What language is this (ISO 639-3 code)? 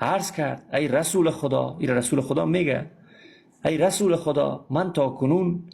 fas